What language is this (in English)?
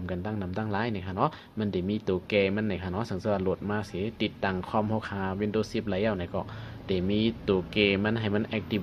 Shan